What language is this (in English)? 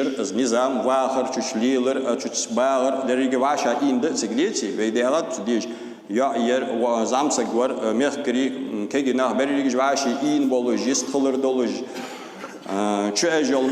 Ingush